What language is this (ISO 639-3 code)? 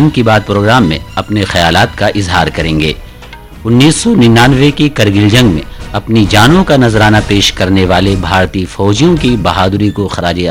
urd